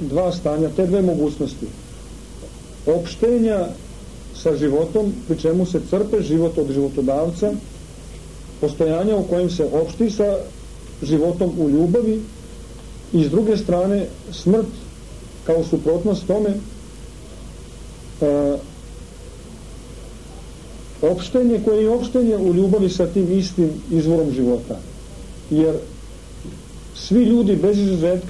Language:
Serbian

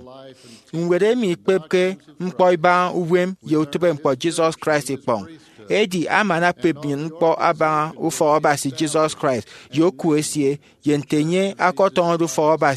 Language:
Efik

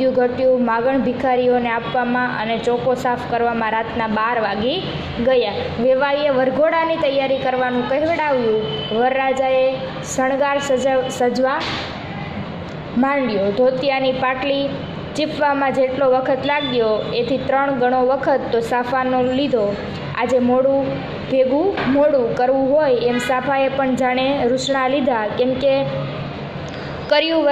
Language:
Gujarati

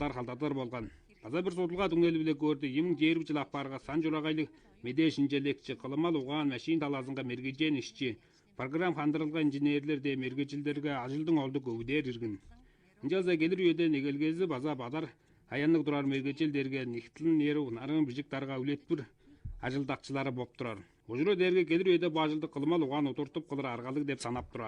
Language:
Tuvinian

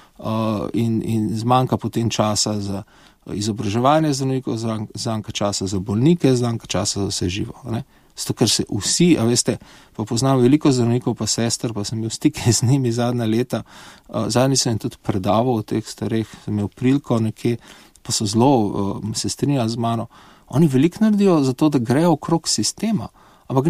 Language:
Slovenian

